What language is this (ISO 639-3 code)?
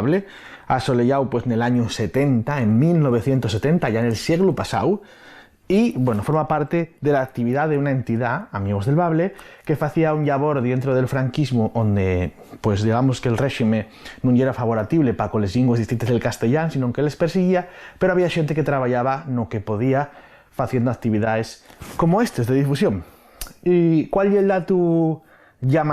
ast